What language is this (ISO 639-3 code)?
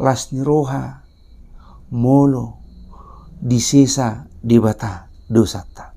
bbc